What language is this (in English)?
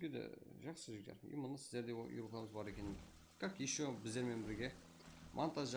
Kara-Kalpak